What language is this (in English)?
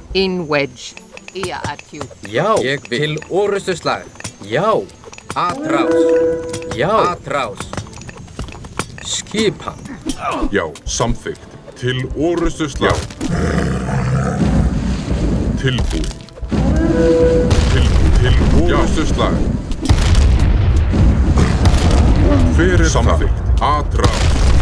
Icelandic